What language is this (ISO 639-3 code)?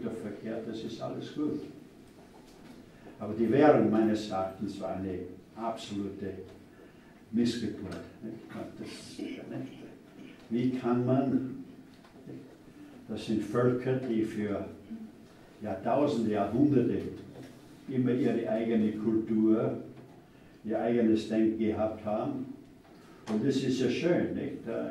deu